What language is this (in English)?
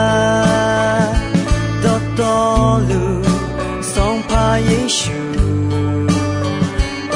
Akha